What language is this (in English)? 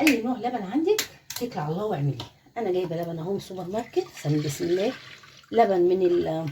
Egyptian Arabic